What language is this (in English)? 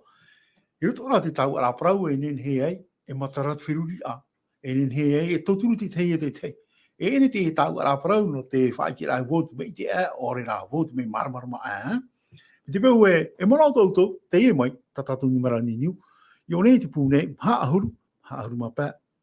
Tahitian